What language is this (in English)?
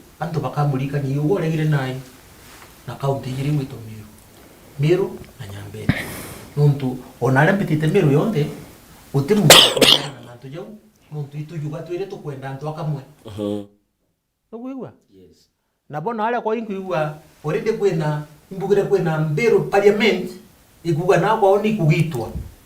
Meru